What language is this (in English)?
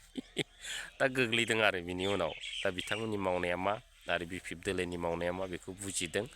Bodo